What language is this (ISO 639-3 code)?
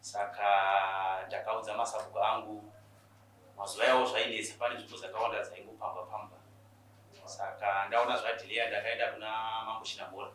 sna